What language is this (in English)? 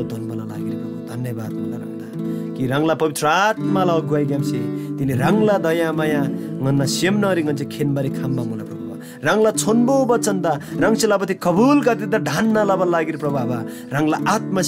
Eastern Tamang